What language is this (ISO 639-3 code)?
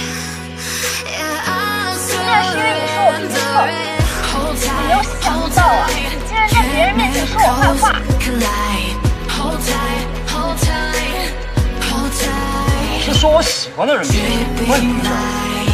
zho